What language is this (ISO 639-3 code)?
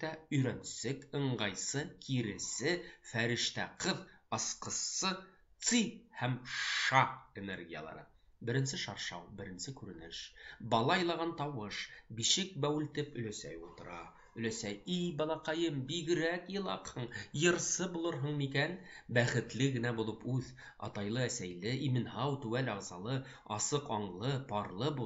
bak